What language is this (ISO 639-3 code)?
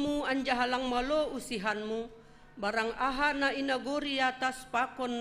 bts